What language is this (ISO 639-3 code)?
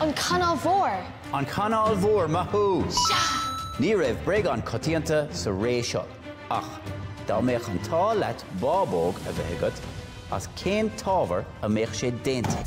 gle